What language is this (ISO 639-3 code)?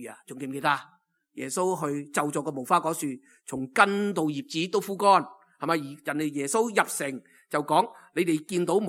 yue